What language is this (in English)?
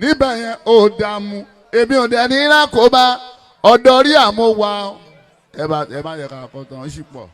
Yoruba